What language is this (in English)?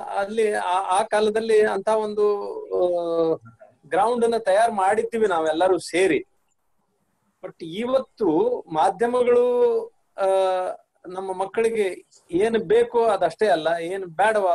Kannada